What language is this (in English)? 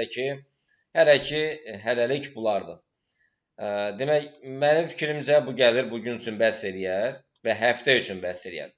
Azerbaijani